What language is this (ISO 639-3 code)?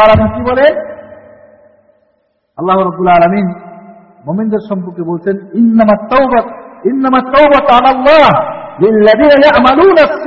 ben